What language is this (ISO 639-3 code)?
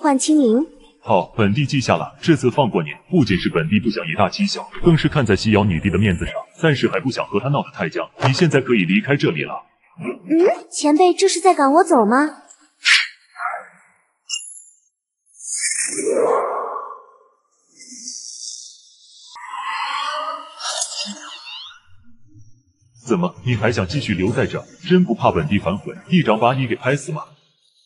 zho